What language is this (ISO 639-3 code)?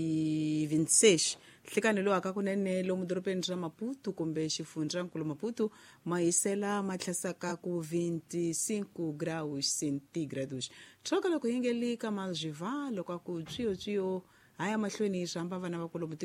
tso